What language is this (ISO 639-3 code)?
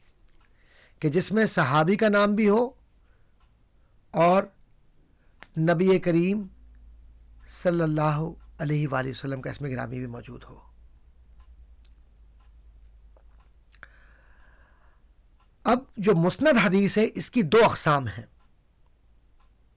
urd